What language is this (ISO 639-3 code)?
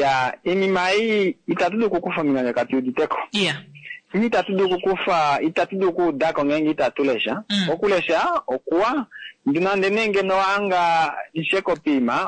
kua